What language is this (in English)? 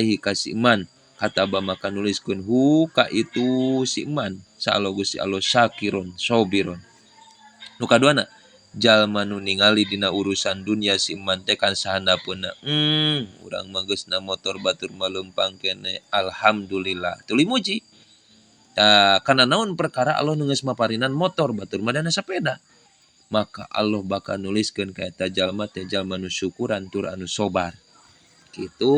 Sundanese